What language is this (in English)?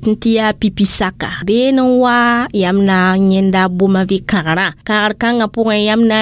Mossi